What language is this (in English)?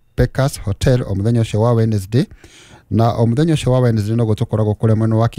Kikuyu